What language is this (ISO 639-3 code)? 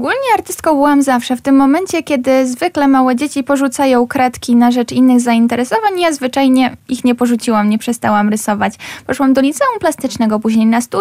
pol